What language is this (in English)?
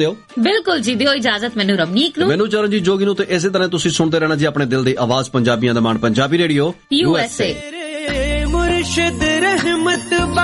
Punjabi